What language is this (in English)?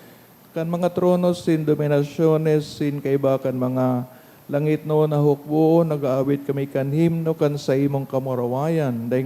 Bikol